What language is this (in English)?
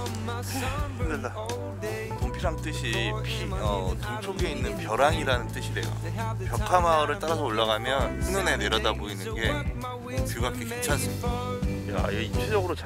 Korean